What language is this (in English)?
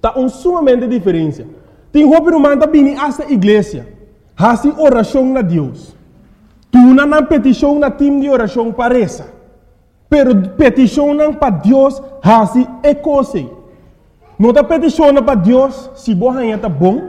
Papiamento